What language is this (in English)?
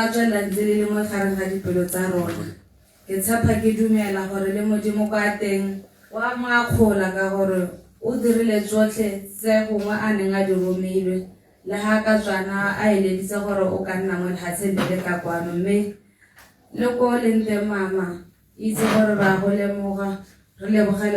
Tswana